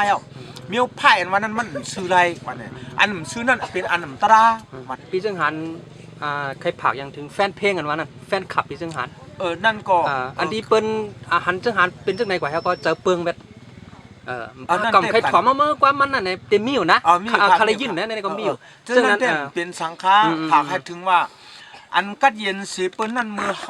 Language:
Shan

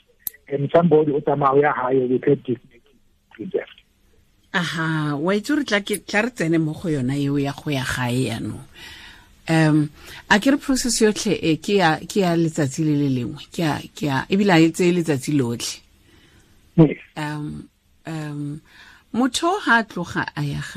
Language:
Tswana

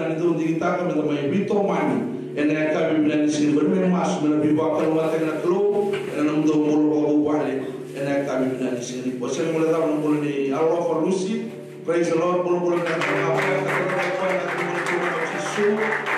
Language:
Fijian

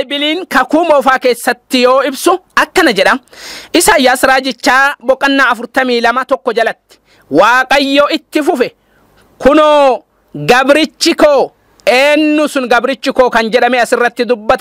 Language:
Oromo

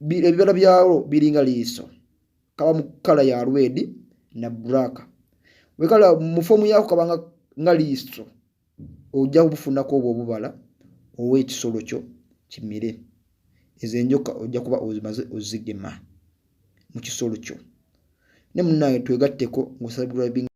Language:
Ganda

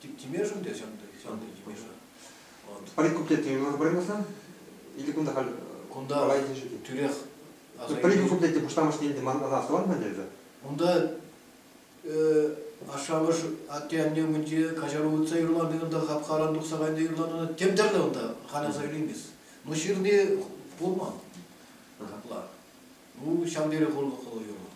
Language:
Chuvash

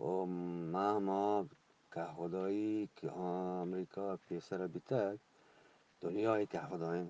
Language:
Eastern Balochi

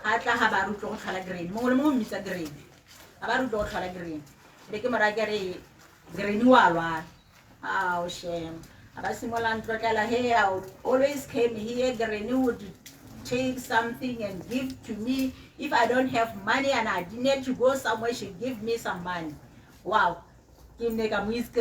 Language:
Tswana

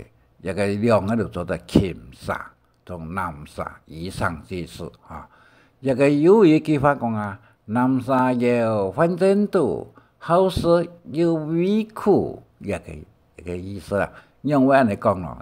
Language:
Hakka Chinese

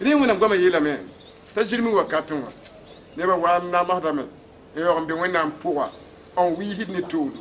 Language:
Mossi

